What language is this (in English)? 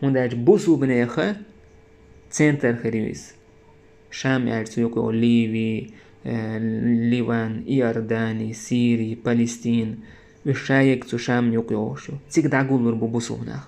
Chechen